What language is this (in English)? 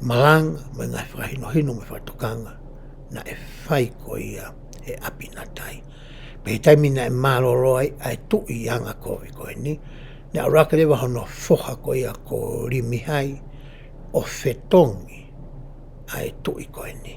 Tongan